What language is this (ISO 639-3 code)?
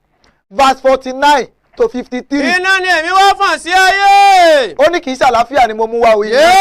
yor